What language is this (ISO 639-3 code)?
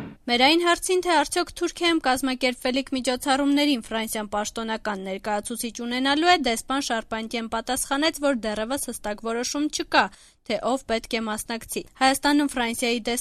hye